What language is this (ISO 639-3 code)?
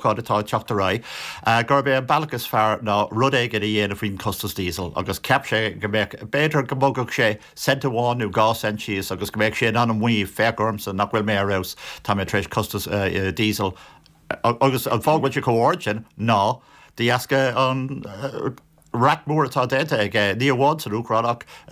gle